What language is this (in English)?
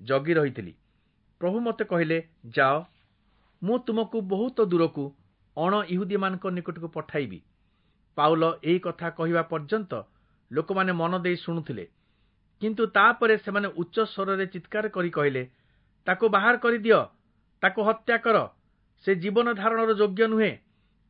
Odia